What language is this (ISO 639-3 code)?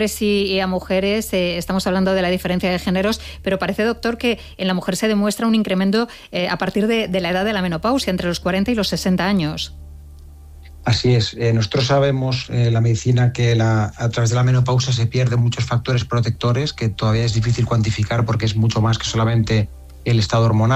spa